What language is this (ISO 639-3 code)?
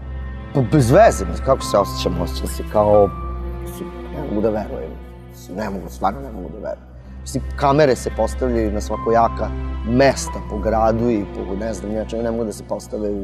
srp